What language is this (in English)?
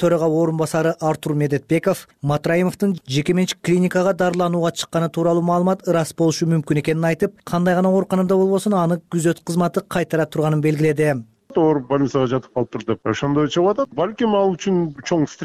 Kyrgyz